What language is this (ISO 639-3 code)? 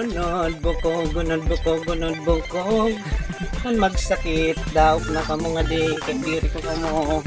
war